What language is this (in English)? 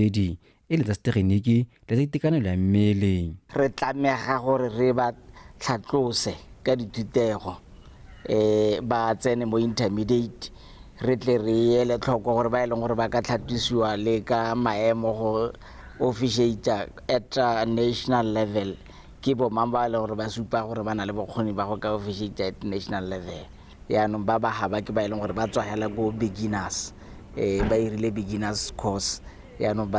Tswana